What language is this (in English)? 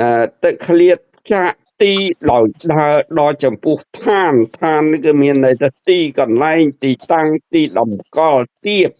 Khmer